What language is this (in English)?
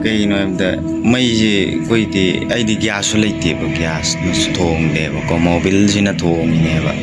Manipuri